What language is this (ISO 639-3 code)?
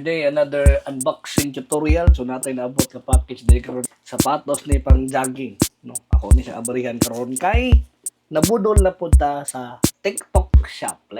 ceb